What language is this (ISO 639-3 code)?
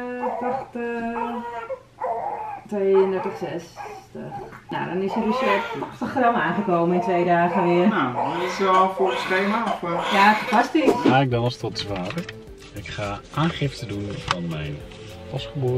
nld